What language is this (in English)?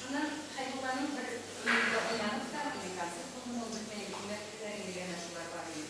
Bashkir